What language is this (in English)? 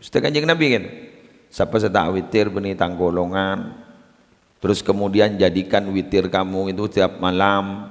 Madurese